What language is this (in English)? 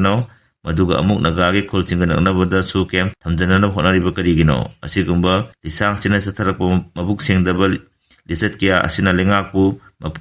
Manipuri